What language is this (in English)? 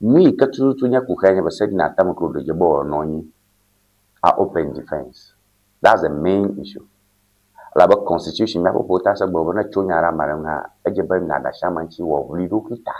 Ewe